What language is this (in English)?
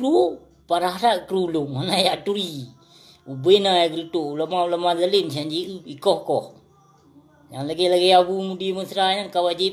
Achinese